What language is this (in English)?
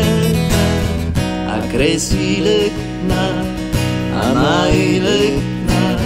Italian